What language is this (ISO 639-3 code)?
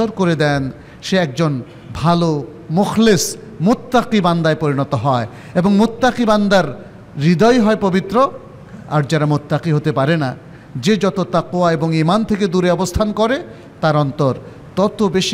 ben